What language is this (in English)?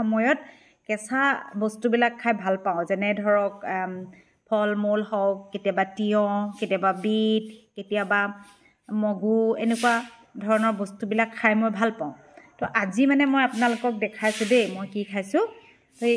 Assamese